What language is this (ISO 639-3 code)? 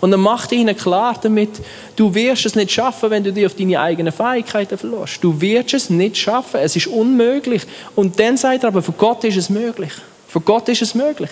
gsw